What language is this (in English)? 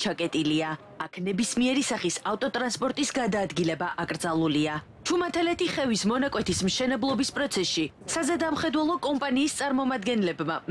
Georgian